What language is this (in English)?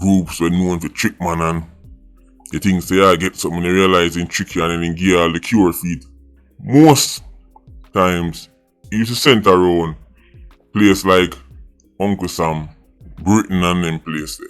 Jamaican Creole English